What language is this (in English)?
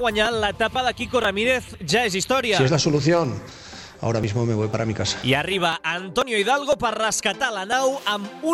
Catalan